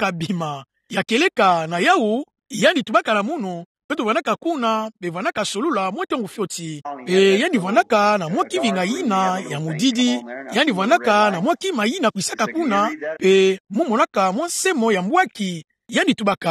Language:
Kituba (Democratic Republic of Congo)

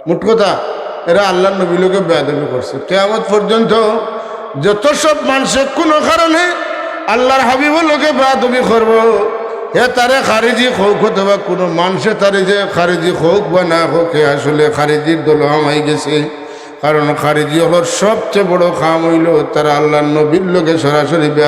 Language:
Sylheti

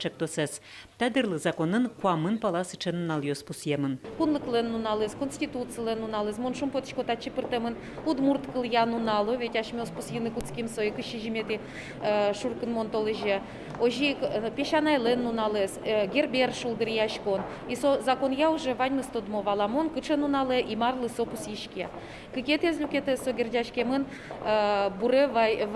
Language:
Udmurt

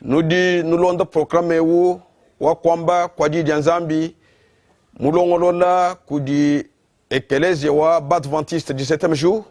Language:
Luba-Lulua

